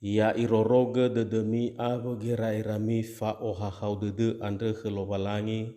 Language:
Nias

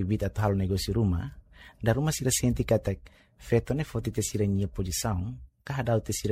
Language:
Tetum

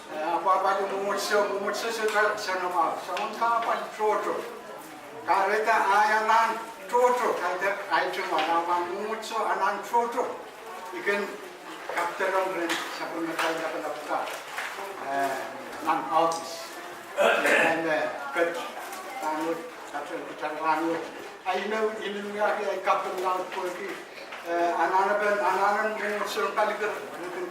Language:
Pohnpeian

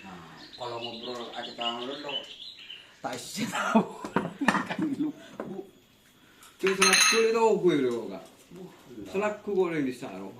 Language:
Madurese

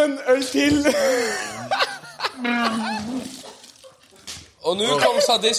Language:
Norwegian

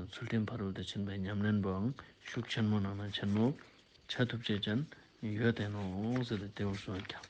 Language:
Ladakhi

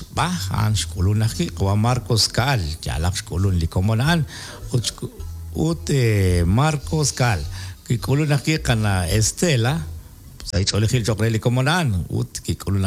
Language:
Kekchí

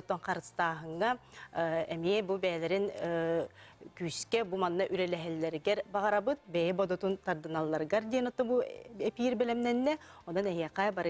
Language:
Yakut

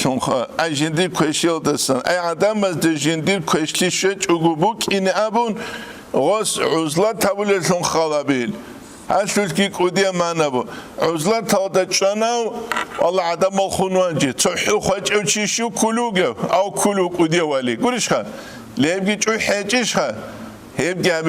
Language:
Avaric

